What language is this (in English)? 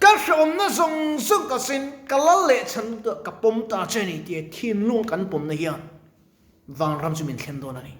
Mizo